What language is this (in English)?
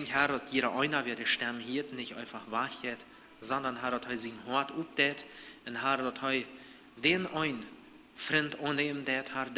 Plautdietsch